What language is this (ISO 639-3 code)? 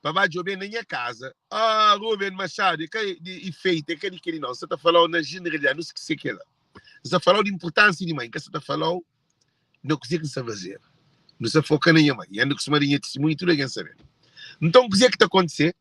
kea